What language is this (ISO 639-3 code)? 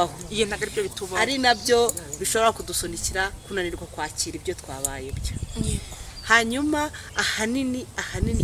kin